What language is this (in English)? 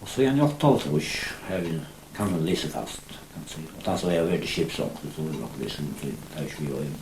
Faroese